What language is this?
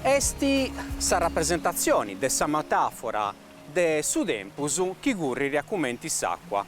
Sardinian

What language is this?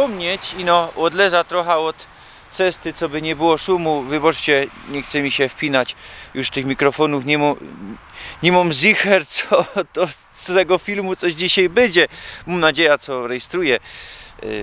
Silesian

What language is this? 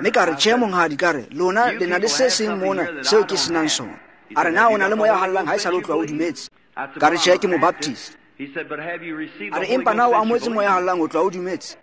Tswana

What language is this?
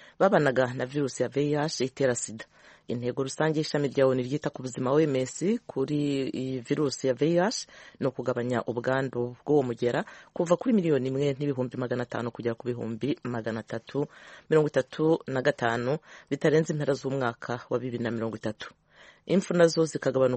Kinyarwanda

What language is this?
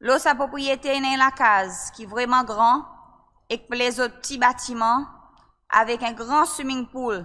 Seselwa Creole French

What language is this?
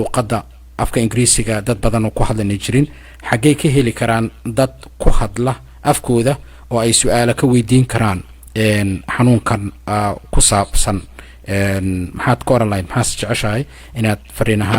Somali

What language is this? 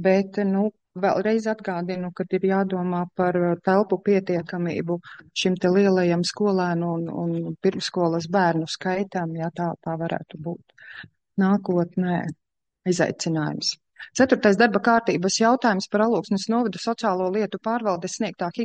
Latvian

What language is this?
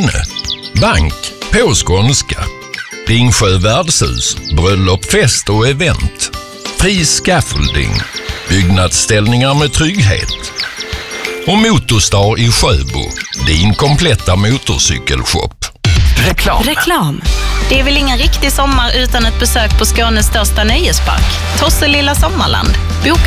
Swedish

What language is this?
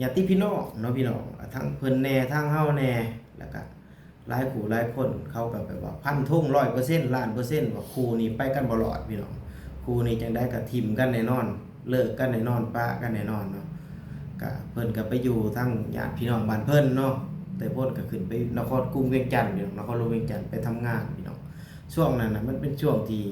Lao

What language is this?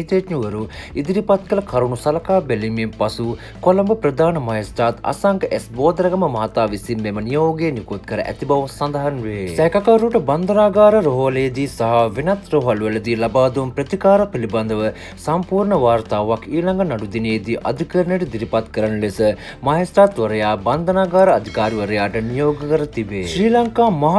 Sinhala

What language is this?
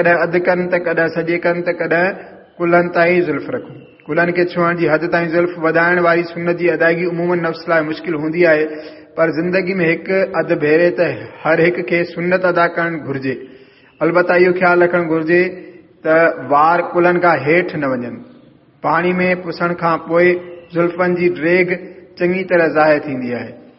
Sindhi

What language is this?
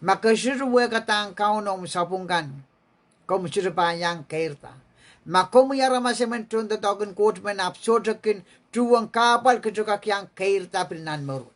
Pohnpeian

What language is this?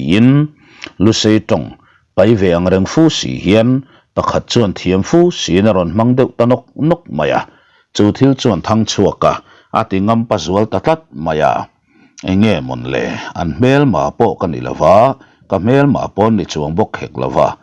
Mizo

